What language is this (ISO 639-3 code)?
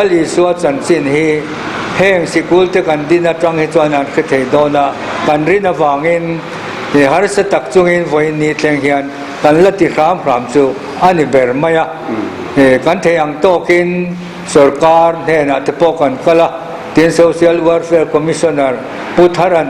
lus